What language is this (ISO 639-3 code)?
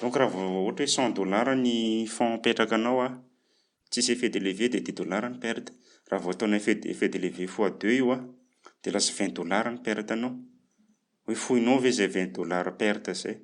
mlg